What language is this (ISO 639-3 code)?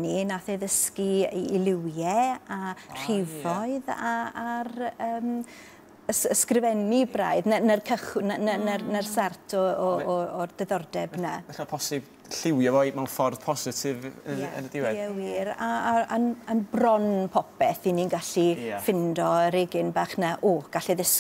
cym